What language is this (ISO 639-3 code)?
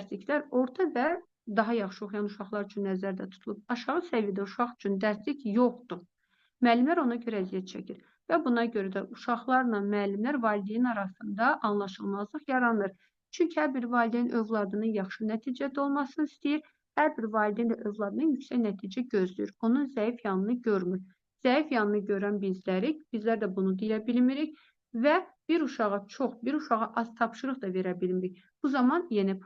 aze